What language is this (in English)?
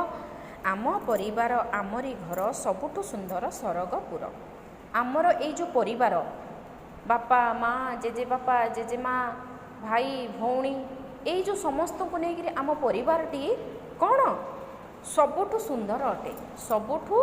Odia